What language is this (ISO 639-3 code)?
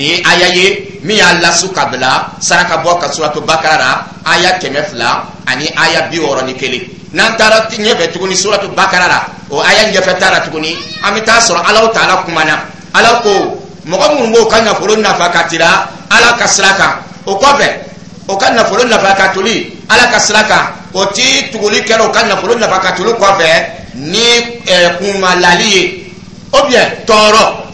dyu